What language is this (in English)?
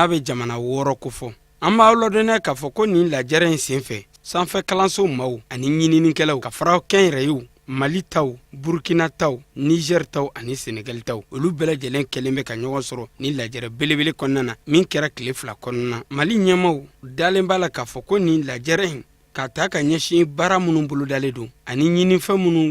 Bambara